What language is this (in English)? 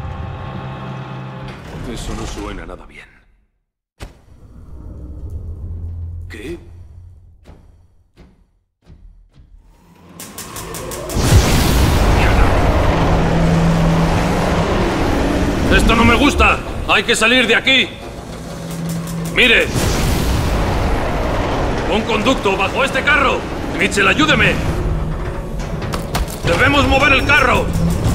Spanish